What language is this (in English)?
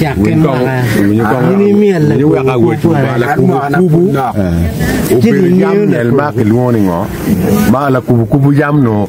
Acoli